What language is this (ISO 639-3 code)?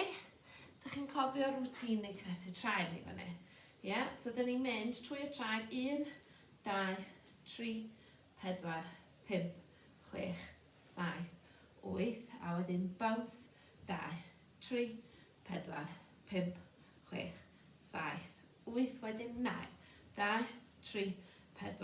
cym